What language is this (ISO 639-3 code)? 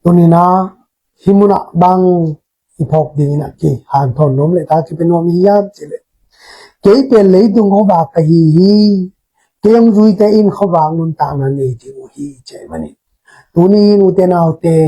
ctd